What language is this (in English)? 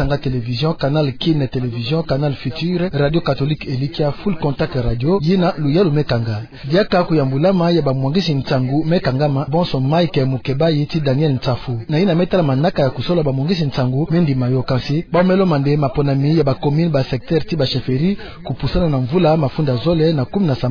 Kituba (Democratic Republic of Congo)